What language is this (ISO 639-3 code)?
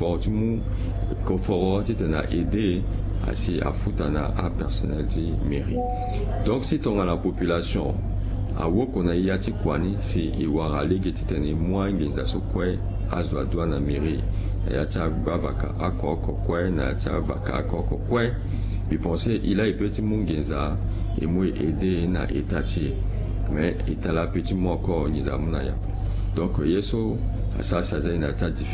sag